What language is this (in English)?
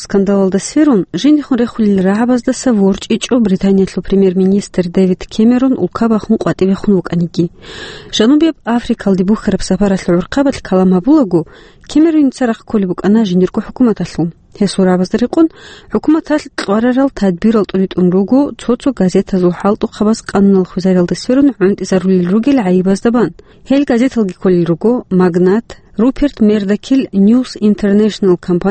Avaric